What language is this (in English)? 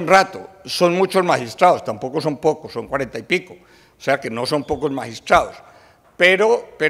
Spanish